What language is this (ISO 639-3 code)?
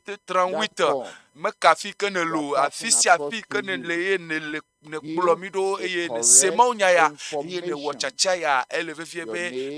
ewe